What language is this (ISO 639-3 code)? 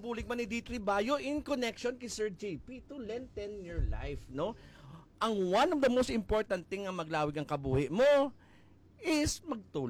hil